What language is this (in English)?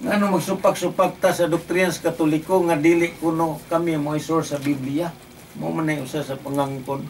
Cebuano